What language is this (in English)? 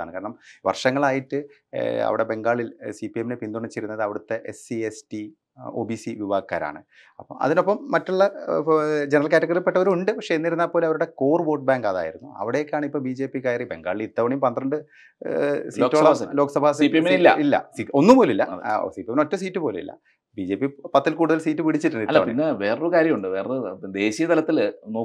Malayalam